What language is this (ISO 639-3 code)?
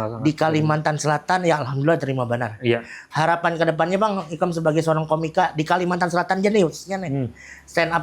bjn